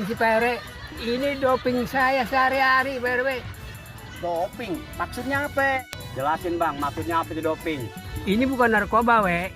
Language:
Betawi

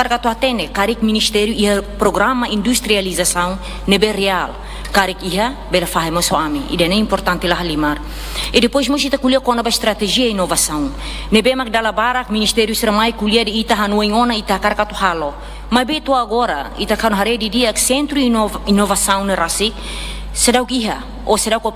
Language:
Tetum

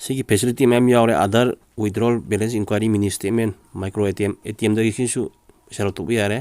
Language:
Manipuri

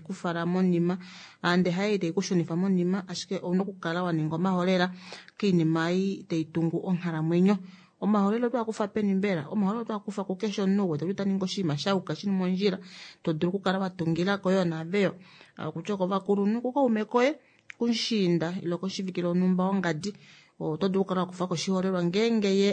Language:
Kuanyama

